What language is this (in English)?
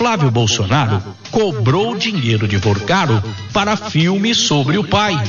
Portuguese